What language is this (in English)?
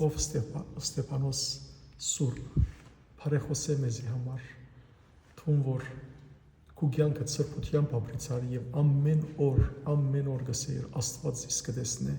Western Armenian